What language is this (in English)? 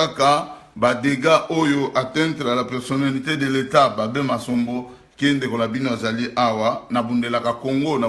Lingala